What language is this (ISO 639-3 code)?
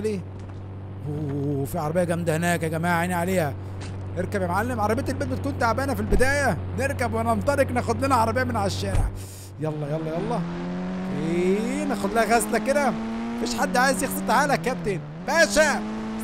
arz